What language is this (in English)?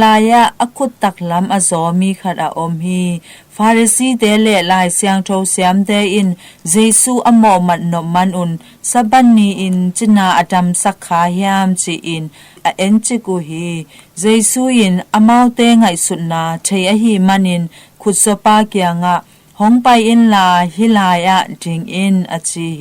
Tedim Chin